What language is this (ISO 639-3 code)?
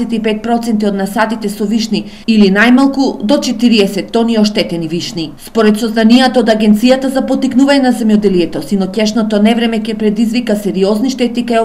mkd